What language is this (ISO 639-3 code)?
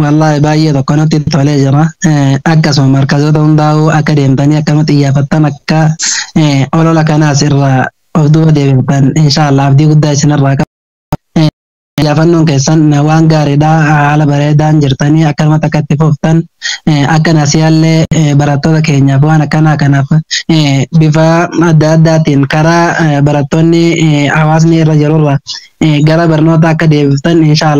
orm